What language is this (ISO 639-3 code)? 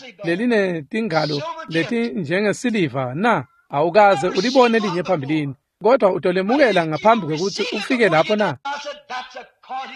ssw